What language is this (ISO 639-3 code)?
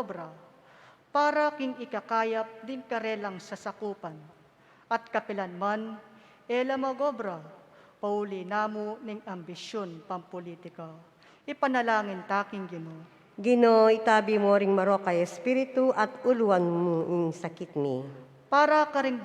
pam